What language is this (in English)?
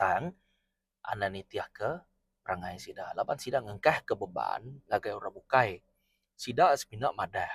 Iban